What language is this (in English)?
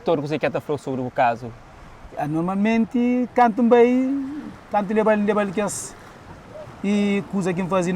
Kabuverdianu